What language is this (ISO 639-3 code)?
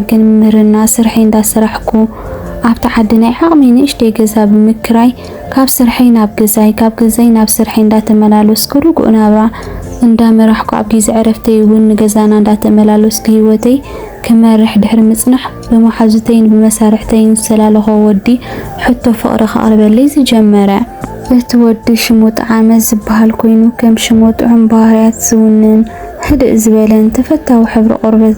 tir